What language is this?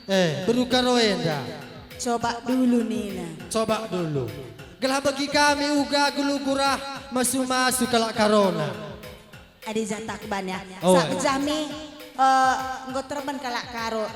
Batak Karo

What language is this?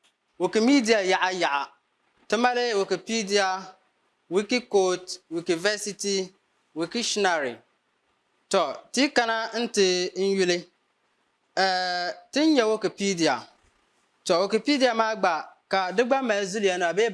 Dagbani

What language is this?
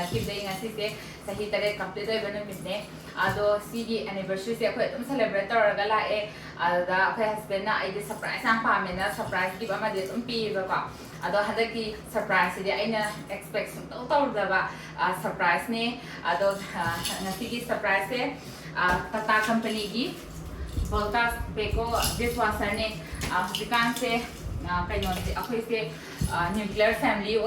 Manipuri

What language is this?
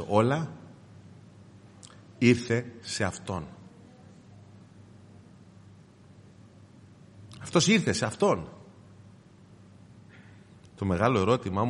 Greek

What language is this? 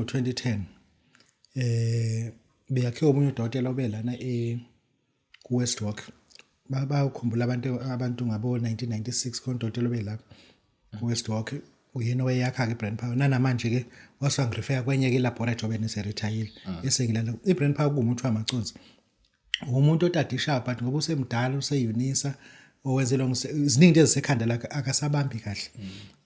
Zulu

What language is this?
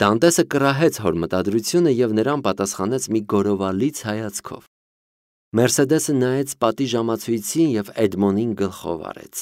Armenian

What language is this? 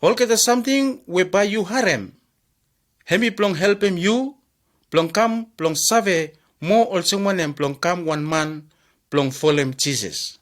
Bislama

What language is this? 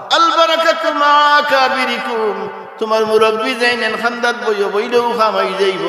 Sylheti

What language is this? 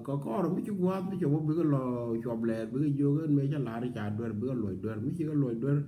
Nuer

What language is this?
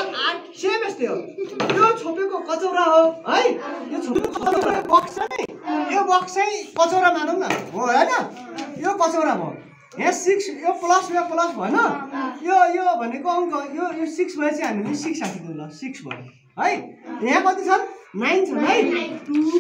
Nepali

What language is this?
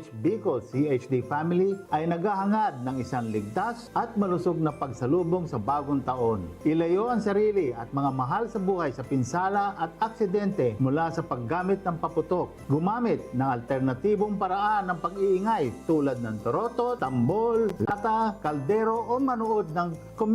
Bikol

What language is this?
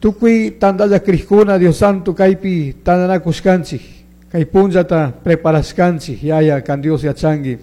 Chimborazo Highland Quichua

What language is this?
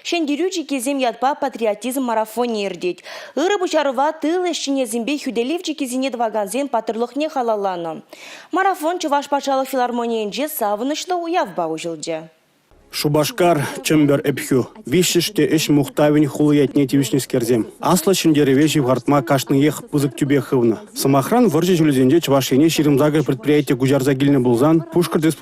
Chuvash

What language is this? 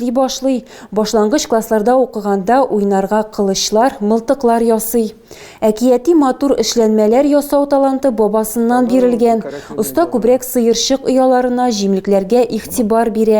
Tatar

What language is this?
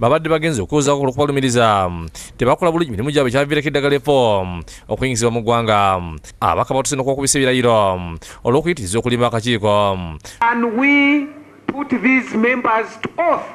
Ganda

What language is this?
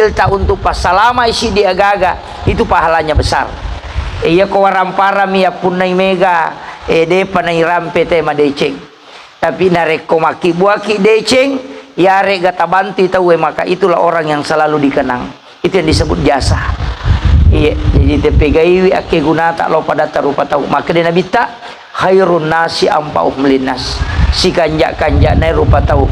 Buginese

